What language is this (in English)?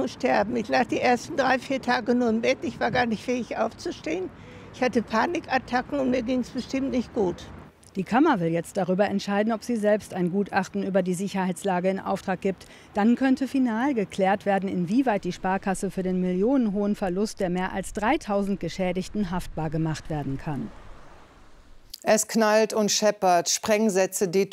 German